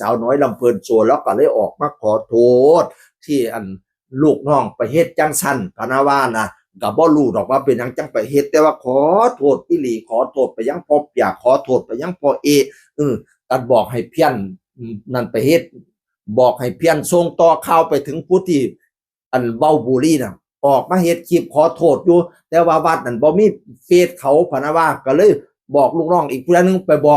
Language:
Northeastern Thai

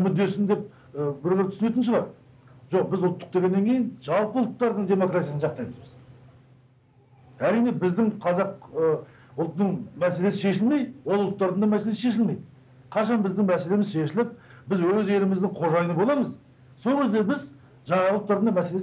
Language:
Kazakh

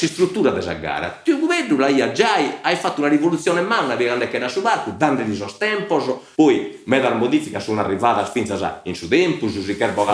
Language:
Sardinian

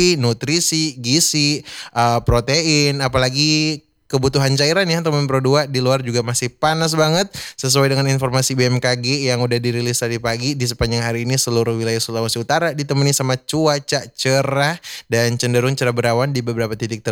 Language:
Indonesian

